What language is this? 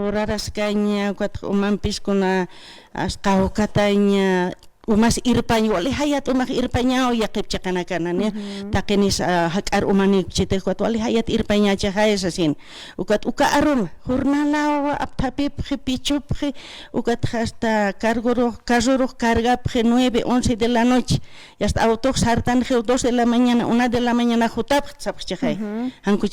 Aymara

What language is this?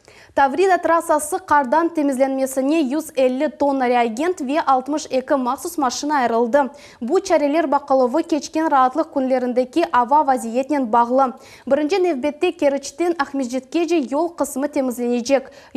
Crimean Tatar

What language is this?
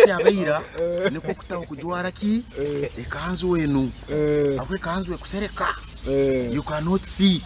Nyoro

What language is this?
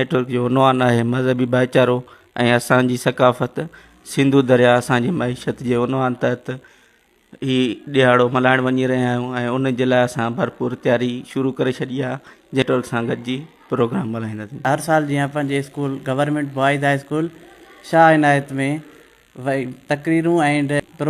Sindhi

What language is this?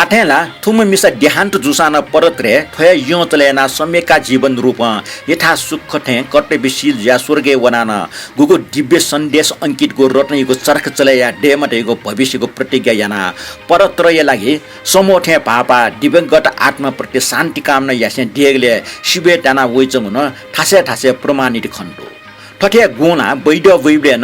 Newari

